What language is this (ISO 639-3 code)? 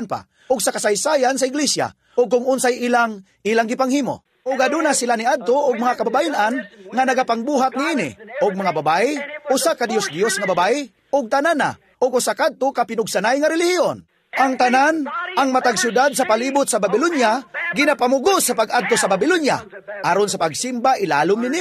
ceb